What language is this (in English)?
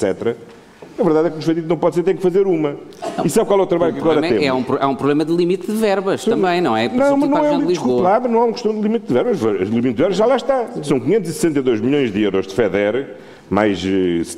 Portuguese